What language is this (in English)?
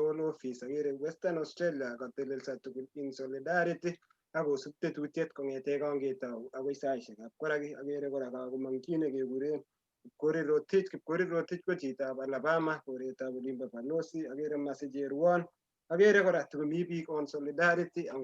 Kalenjin